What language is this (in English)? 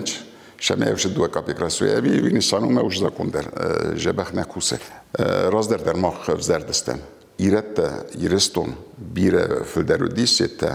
Ossetic